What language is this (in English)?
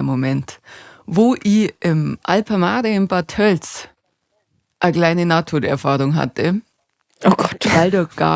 Bavarian